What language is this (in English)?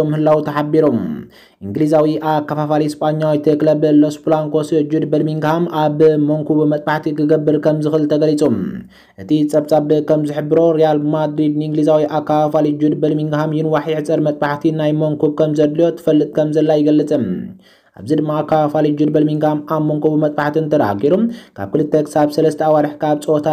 Tigrinya